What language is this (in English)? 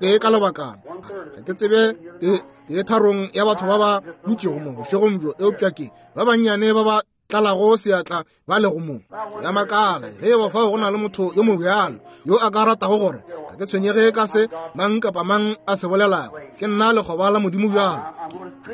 Northern Sotho